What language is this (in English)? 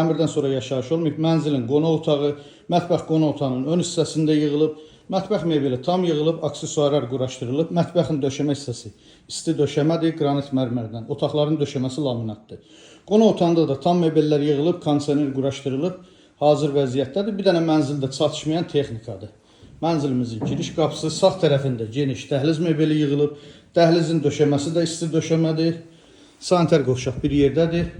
Azerbaijani